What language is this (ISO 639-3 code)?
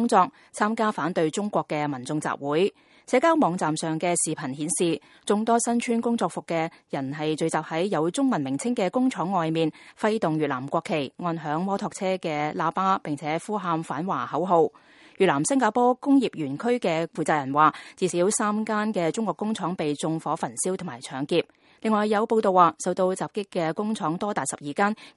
yue